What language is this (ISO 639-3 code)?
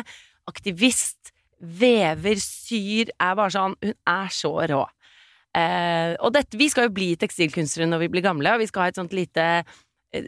nor